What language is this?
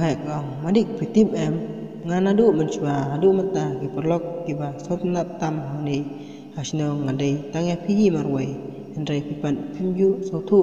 Khasi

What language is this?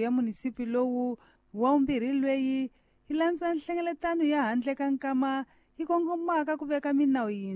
Tsonga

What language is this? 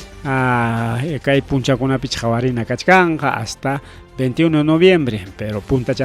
Ayacucho Quechua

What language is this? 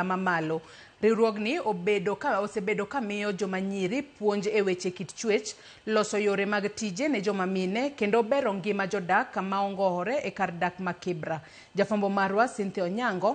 Luo (Kenya and Tanzania)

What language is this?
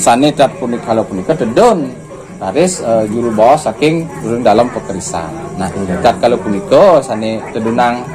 Balinese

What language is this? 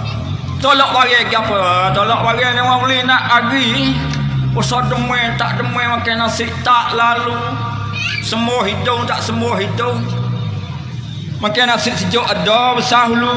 Pattani Malay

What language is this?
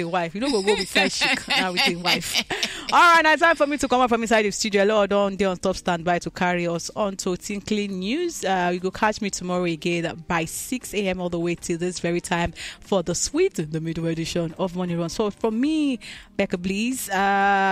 Nigerian Pidgin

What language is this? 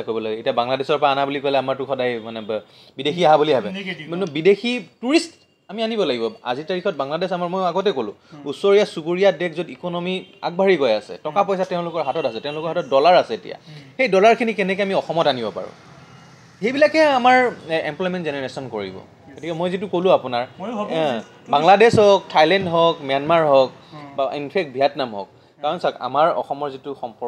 Assamese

